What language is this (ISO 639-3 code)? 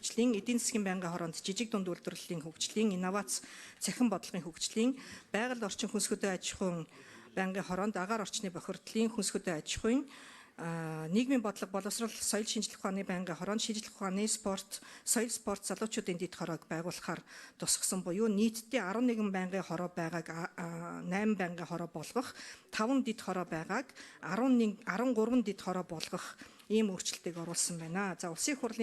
mon